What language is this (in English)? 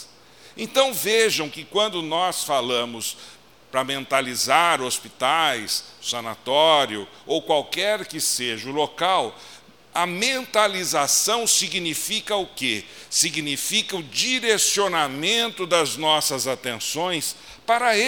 Portuguese